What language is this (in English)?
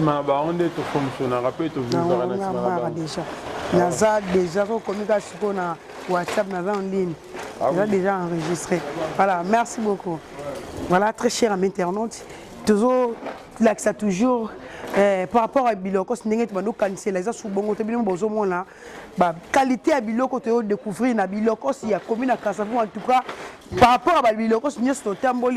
Lingala